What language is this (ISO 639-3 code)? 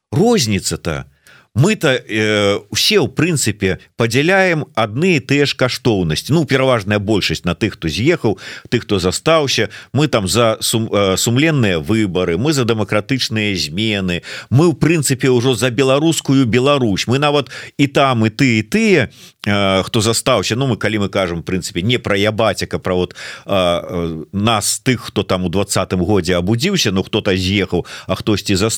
bel